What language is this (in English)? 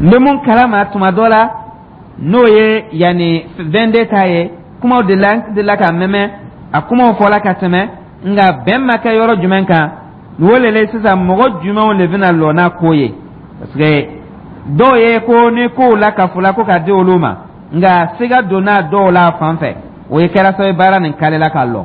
Dyula